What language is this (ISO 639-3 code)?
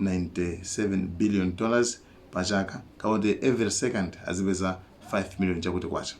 nya